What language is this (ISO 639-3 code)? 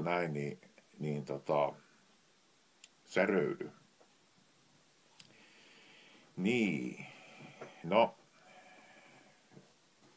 fin